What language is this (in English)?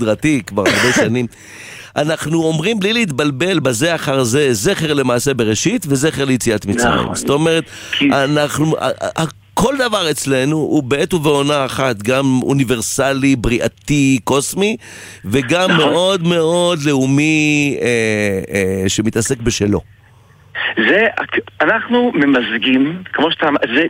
Hebrew